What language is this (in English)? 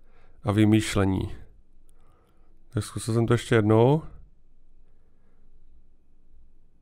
Czech